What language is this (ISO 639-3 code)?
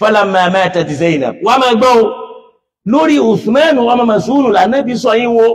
yor